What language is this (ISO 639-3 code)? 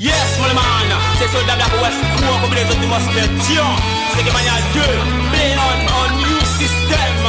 mfe